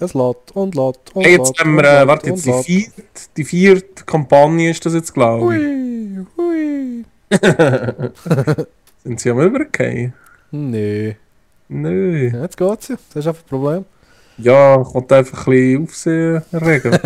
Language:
Swiss German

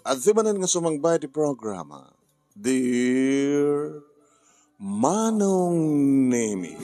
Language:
Iloko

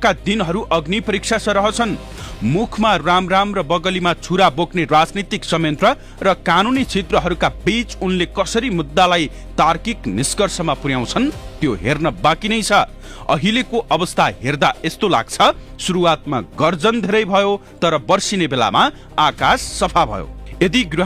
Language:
Nepali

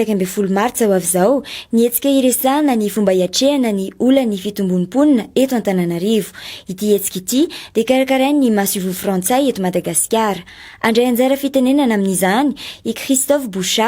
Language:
Malagasy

